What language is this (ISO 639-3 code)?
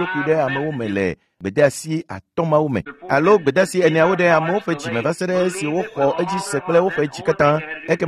ewe